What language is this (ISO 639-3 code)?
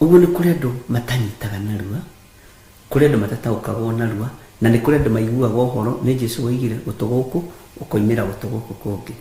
kik